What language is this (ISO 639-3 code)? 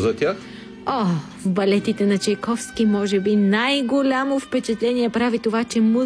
bul